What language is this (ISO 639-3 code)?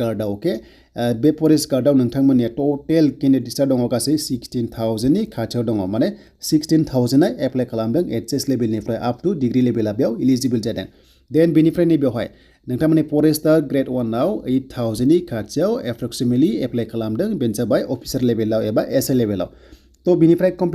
brx